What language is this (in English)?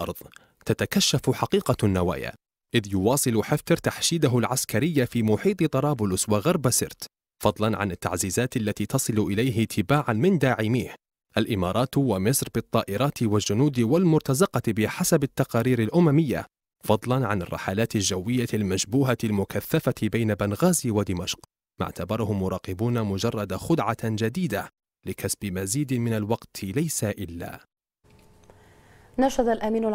Arabic